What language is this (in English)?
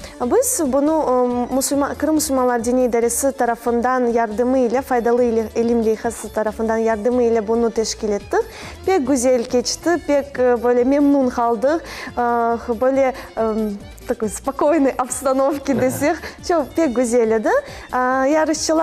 Crimean Tatar